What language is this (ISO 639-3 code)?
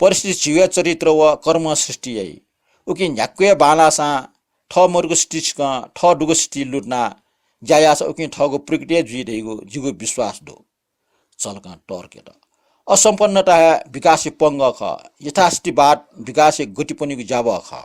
new